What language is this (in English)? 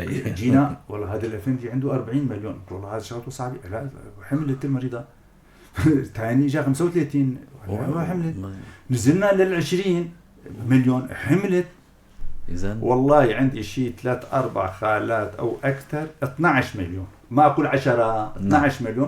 North Levantine Arabic